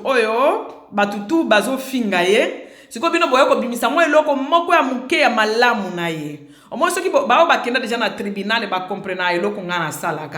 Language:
Lingala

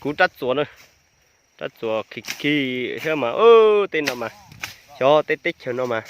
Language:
Hmong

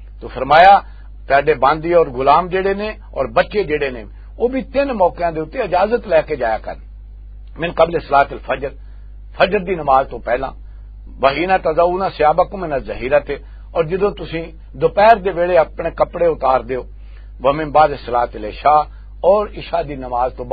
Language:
Western Panjabi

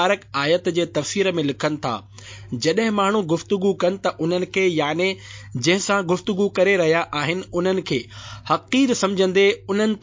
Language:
Sindhi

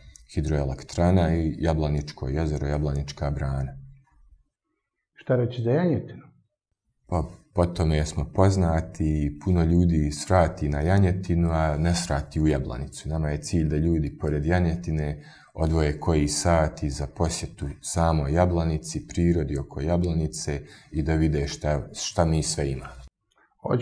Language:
Bosnian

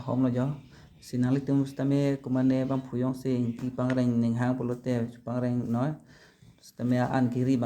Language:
Karbi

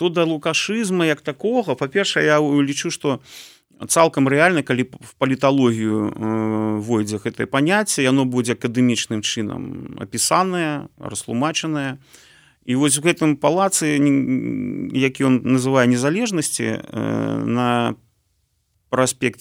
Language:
Belarusian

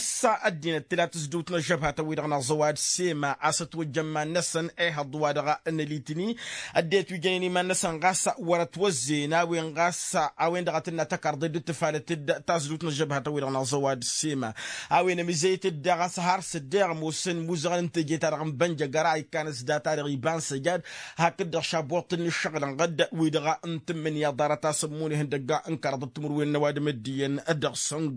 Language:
Tamasheq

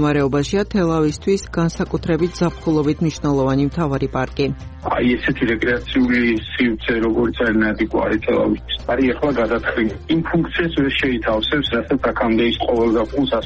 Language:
Georgian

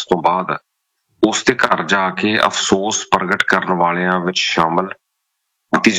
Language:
Punjabi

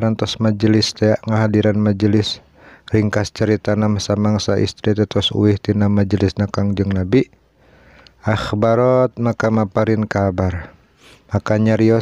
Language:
Sundanese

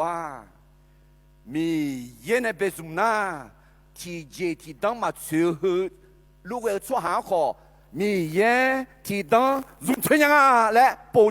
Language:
Akha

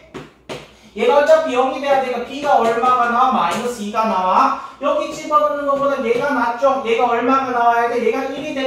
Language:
Korean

